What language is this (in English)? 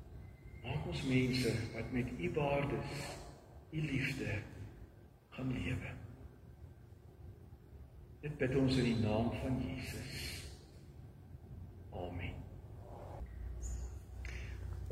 Afrikaans